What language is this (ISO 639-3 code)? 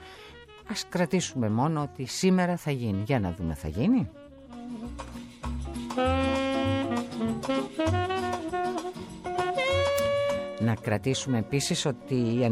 ell